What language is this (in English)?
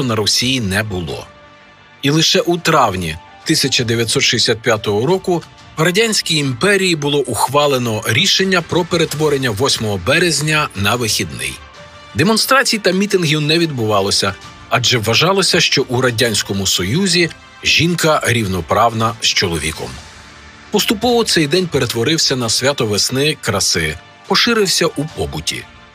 Ukrainian